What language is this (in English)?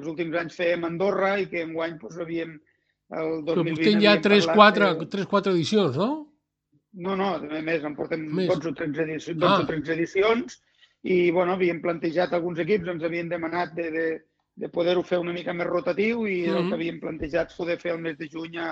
Catalan